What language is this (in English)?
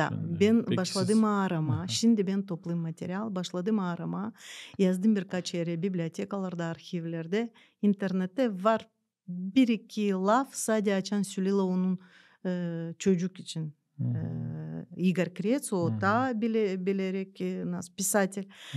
Gagauz